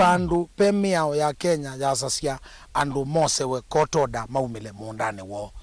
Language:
Kamba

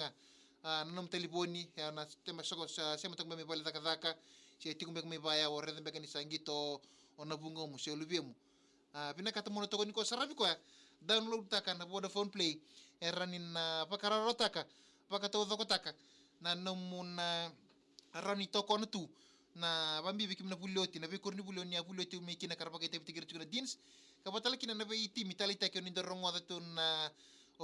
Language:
Fijian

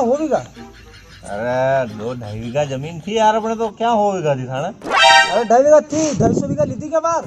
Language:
Rajasthani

